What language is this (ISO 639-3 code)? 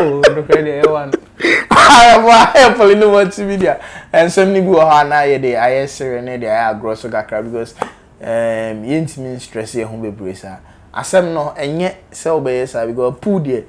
aka